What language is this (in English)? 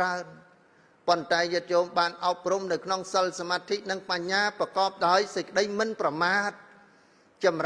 Khmer